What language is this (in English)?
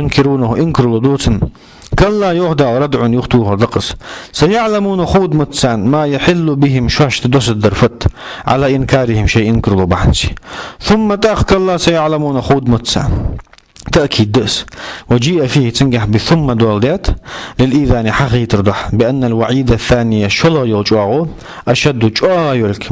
Ingush